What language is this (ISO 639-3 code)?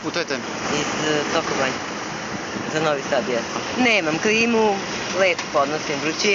srp